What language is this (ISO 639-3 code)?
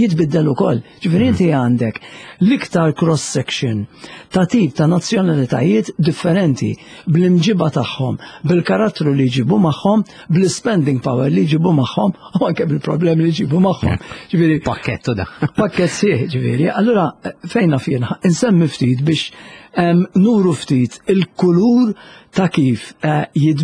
mlt